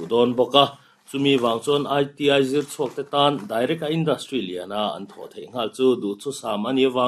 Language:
Mizo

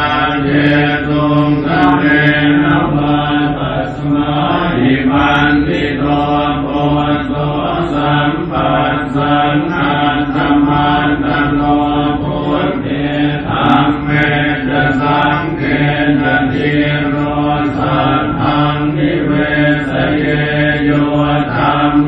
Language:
Pali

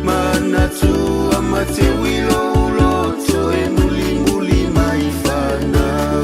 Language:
Samoan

